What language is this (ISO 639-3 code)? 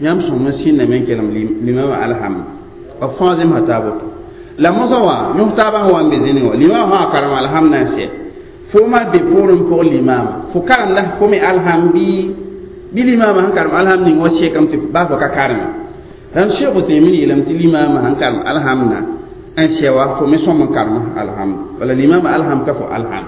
mos